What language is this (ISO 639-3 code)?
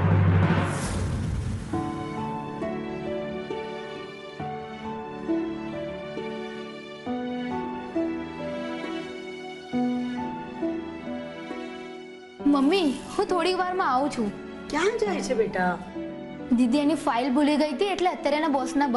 guj